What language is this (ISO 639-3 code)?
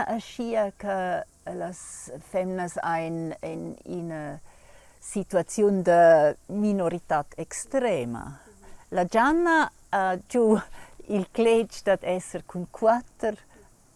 roh